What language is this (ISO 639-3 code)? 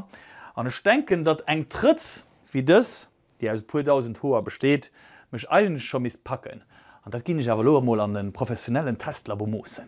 ltz